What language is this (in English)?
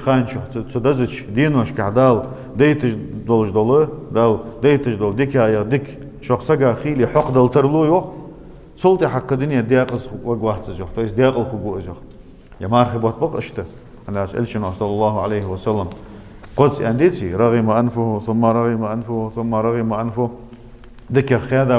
Ingush